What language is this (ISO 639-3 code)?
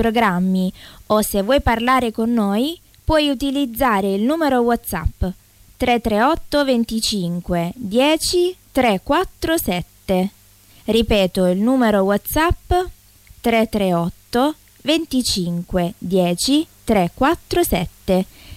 ita